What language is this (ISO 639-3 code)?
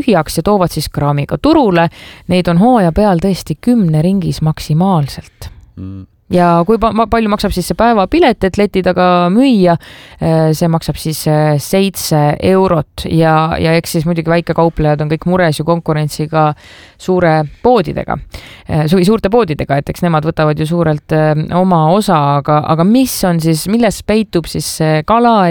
est